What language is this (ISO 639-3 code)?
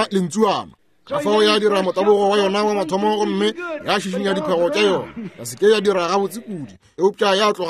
nso